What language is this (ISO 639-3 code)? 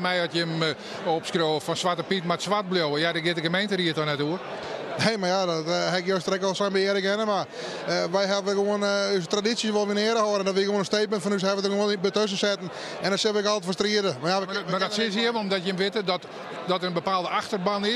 fry